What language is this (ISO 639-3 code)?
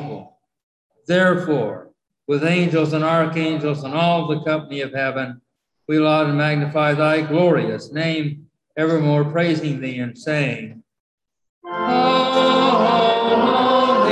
eng